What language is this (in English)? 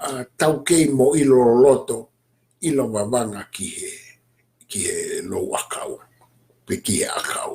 Tongan